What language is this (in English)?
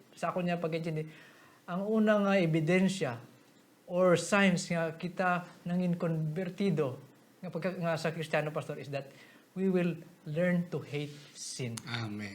Hiligaynon